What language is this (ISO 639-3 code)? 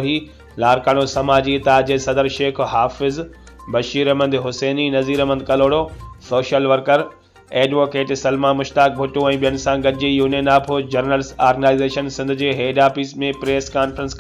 snd